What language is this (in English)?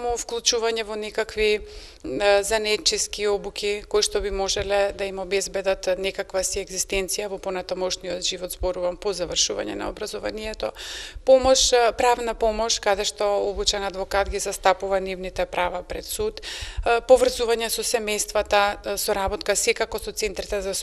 Macedonian